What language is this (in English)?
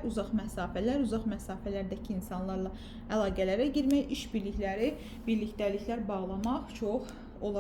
Azerbaijani